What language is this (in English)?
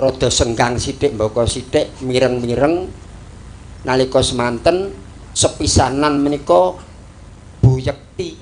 Javanese